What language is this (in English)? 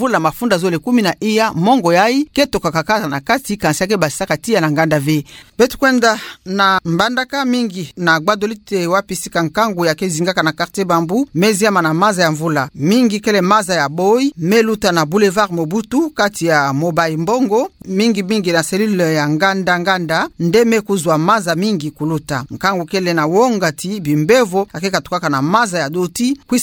Kituba (Democratic Republic of Congo)